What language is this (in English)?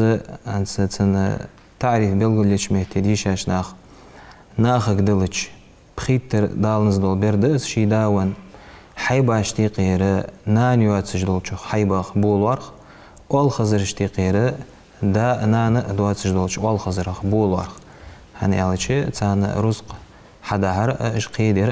Ingush